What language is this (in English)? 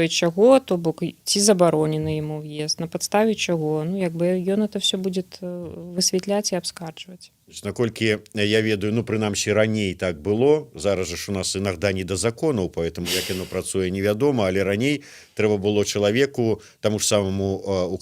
Belarusian